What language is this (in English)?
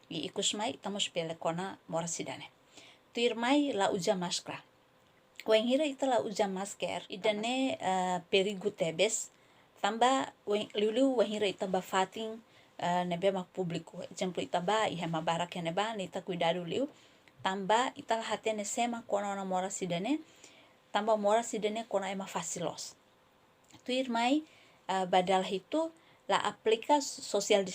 Tetum